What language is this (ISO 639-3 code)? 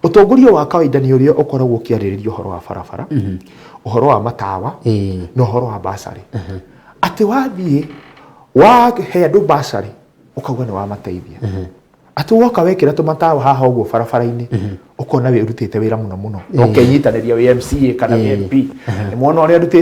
kik